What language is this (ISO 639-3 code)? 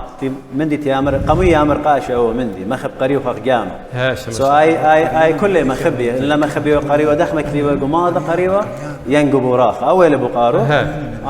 aii